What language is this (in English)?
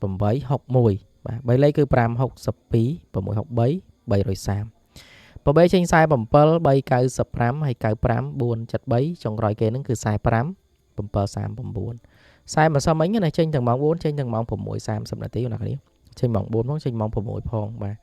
Khmer